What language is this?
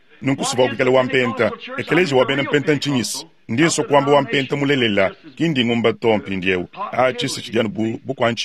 Luba-Lulua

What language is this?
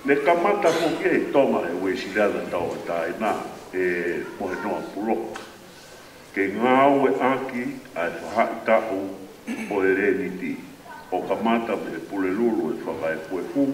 Tongan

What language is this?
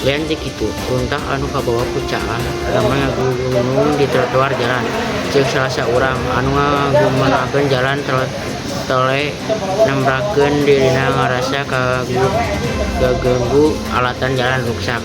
Sundanese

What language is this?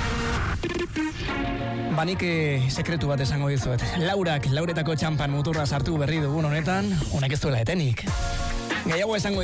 Basque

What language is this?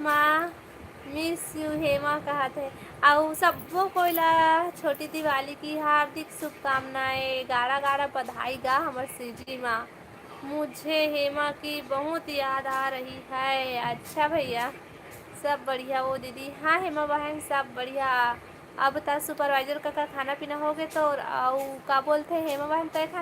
Chhattisgarhi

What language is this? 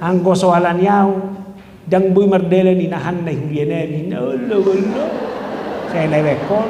Batak Toba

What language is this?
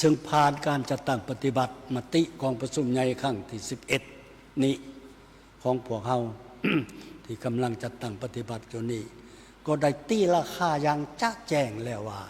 Lao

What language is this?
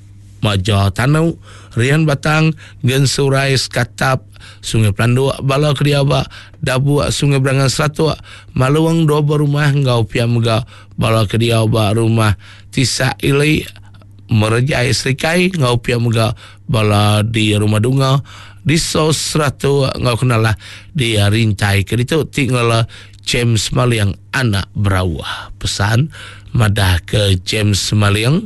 Iban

